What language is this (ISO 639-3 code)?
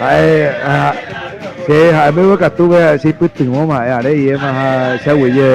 grn